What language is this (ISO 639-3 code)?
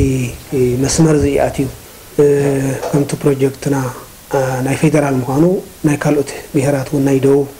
tir